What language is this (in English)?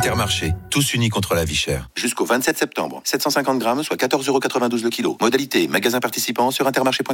French